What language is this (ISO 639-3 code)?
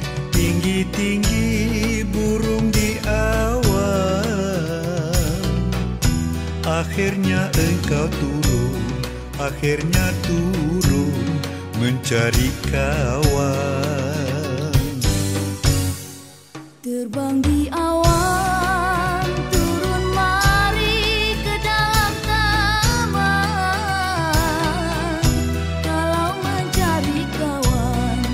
msa